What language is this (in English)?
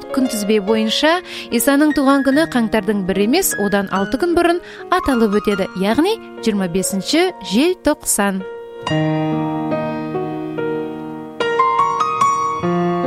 Kazakh